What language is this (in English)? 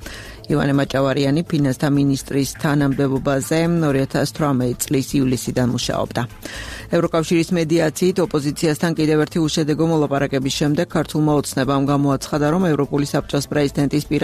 Georgian